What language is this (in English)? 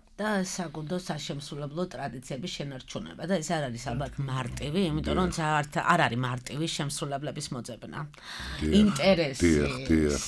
Georgian